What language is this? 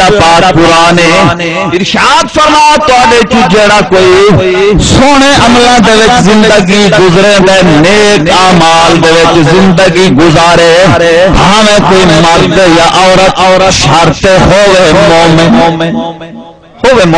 Saraiki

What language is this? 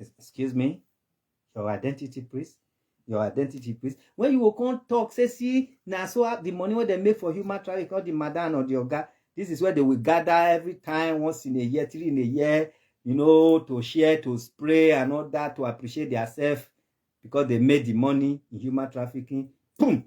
Nigerian Pidgin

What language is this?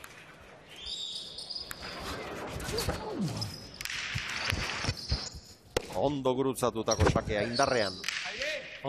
Basque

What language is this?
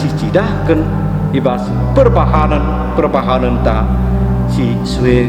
Batak Karo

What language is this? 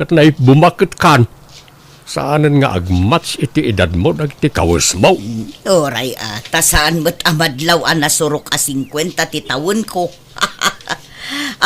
Iloko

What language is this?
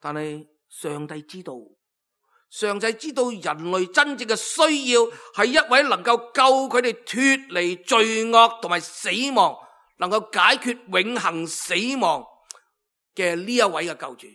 Cantonese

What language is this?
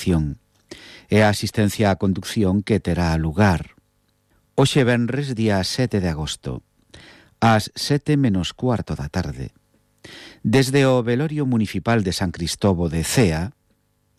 Galician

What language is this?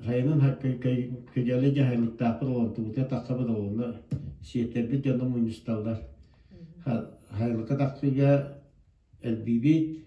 Yakut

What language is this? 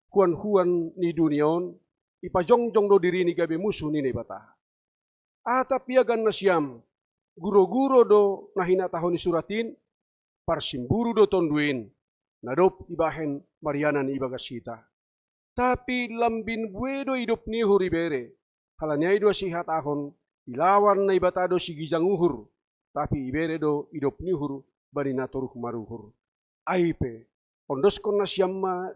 Batak Simalungun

